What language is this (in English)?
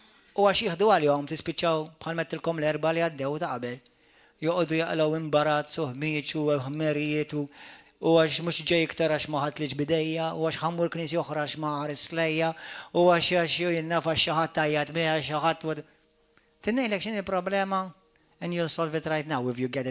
Maltese